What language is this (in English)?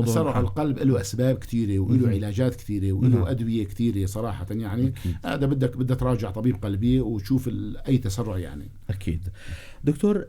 North Levantine Arabic